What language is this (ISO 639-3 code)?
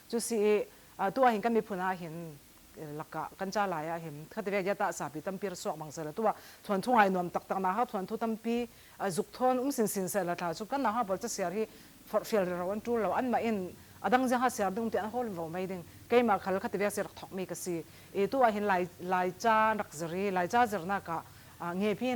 cfm